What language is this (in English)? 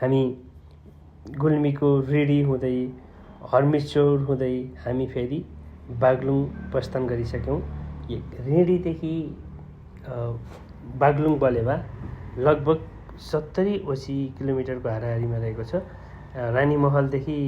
Nepali